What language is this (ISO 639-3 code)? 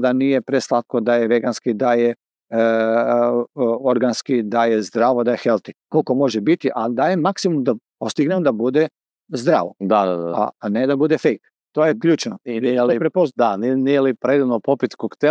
hrv